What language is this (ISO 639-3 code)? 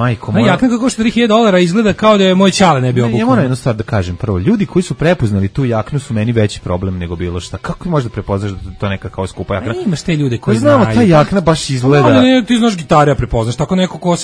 srp